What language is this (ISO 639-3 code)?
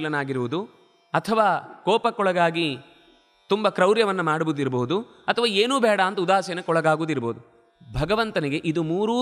kan